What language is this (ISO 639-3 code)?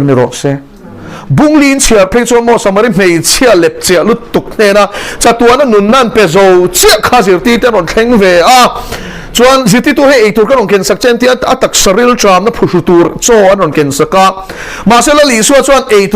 lus